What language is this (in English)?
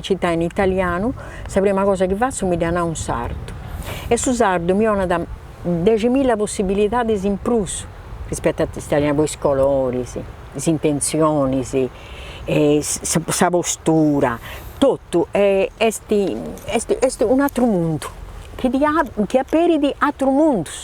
Sardinian